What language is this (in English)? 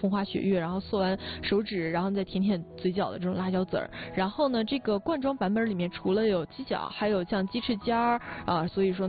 Chinese